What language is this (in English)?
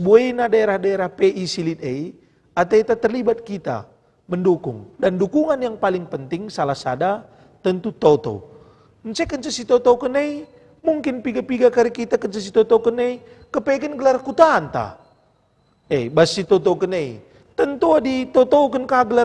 Batak Karo